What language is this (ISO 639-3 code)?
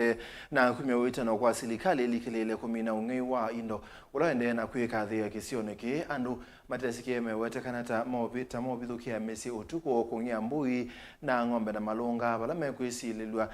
kam